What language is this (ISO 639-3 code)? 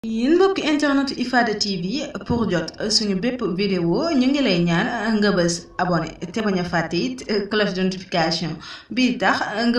wol